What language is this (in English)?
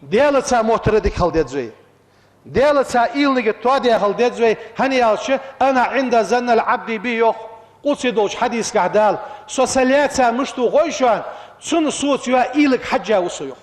Ingush